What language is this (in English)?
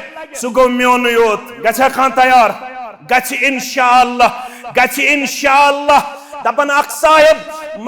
Kashmiri